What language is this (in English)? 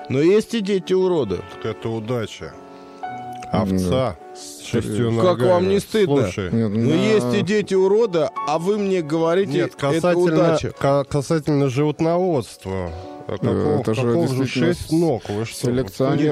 Russian